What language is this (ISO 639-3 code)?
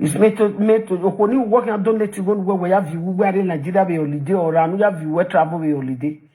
pcm